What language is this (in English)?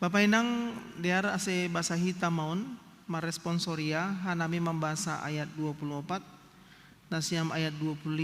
Batak Simalungun